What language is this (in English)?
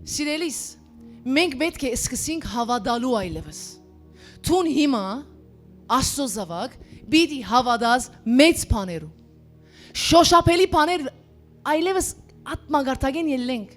Western Armenian